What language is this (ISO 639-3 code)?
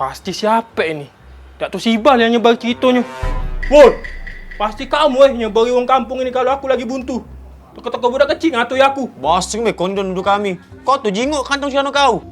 mui